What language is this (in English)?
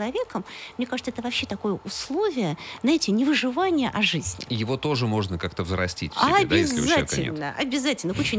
Russian